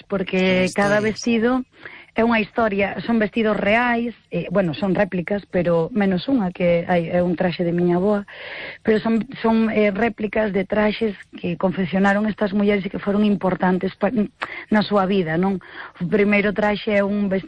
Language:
Galician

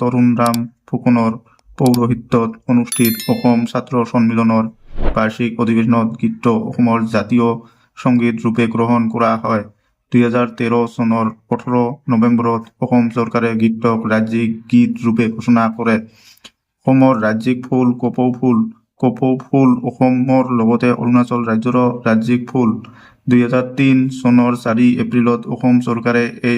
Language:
Assamese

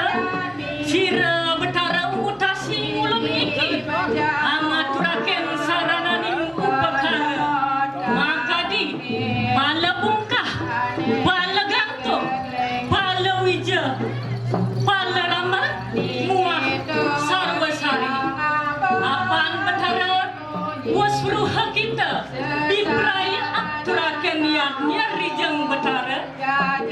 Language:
Balinese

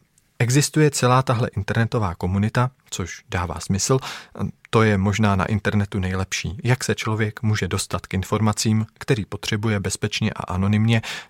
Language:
Czech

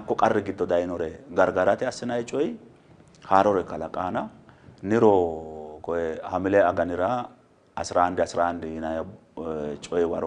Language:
Sidamo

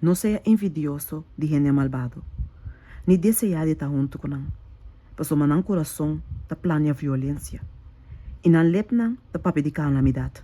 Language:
Papiamento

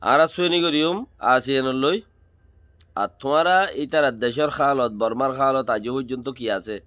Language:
Rohingya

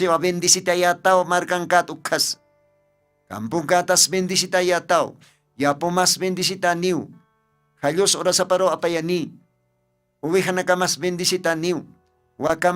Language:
Aymara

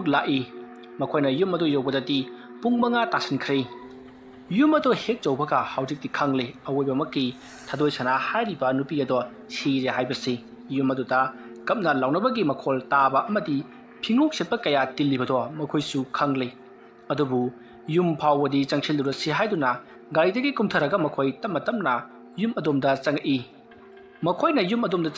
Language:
Manipuri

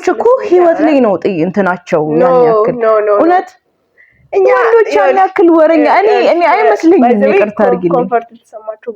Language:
Amharic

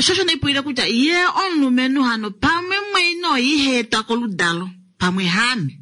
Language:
Kuanyama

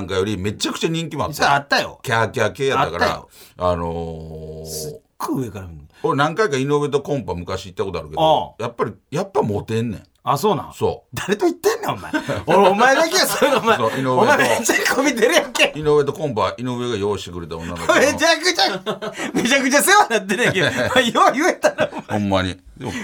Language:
Japanese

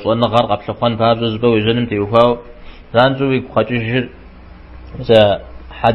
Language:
Kabardian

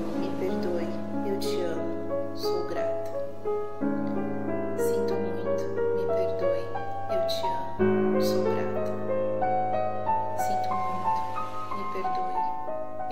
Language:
Portuguese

